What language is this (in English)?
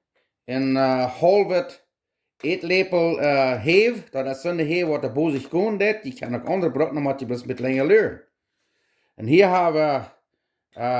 Plautdietsch